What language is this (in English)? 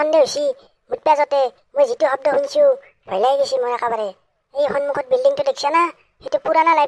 Assamese